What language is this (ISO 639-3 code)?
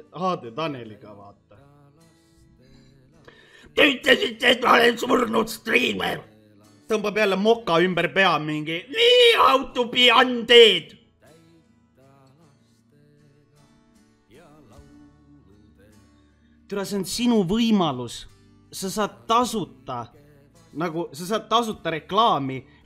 est